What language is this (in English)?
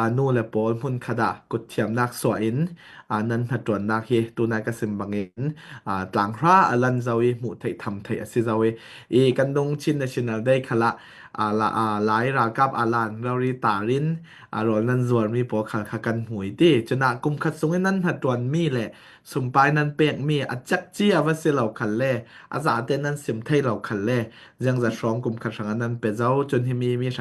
Falam Chin